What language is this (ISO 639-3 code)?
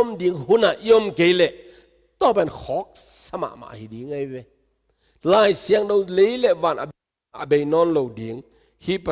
ctd